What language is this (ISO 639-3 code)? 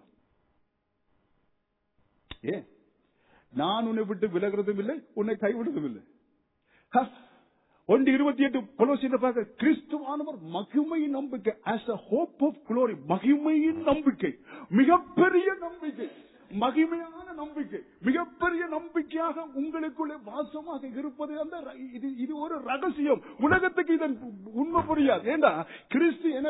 tam